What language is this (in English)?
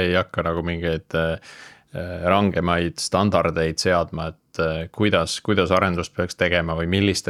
Estonian